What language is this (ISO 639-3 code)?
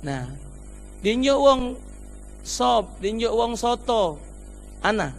mui